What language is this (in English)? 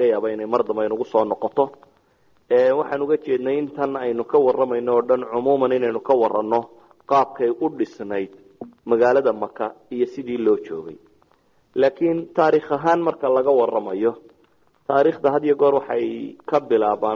Somali